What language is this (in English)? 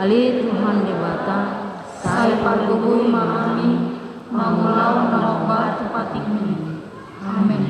Batak Toba